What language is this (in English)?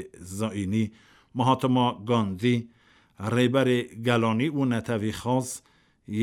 Kurdish